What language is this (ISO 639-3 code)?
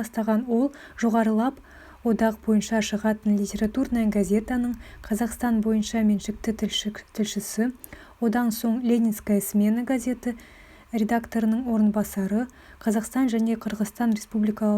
kaz